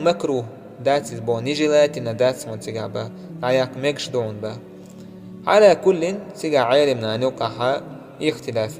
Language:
Chechen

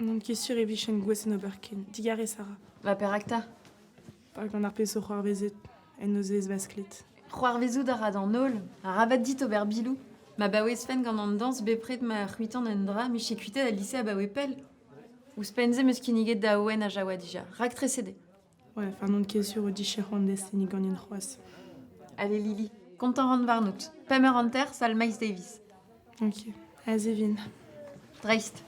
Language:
Breton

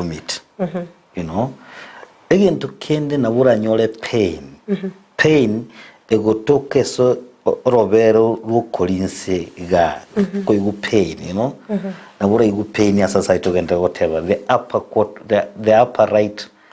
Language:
Gusii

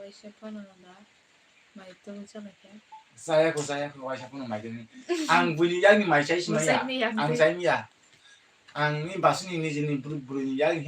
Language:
Kok Borok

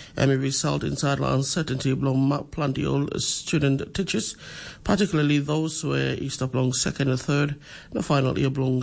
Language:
Tok Pisin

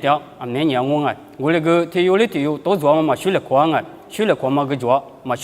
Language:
Lisu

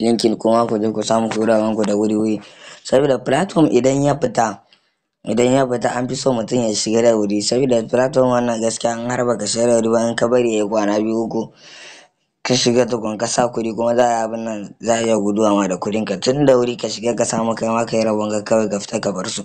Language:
Hausa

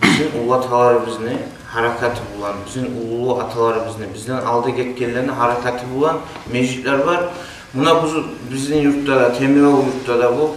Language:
Kumyk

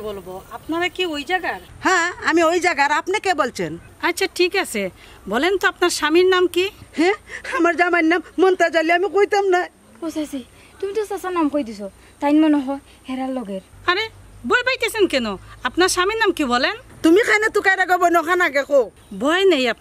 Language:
Sylheti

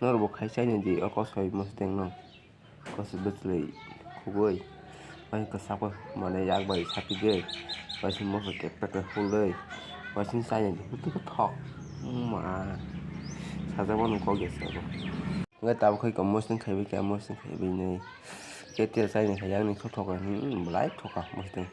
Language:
Kok Borok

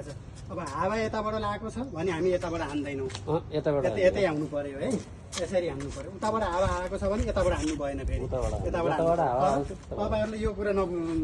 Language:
Nepali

